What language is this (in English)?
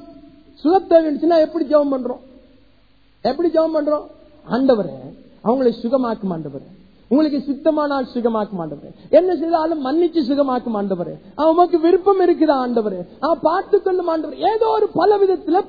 Tamil